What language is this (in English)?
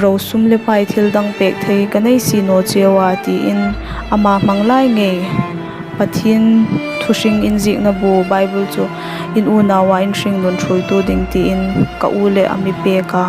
Hmar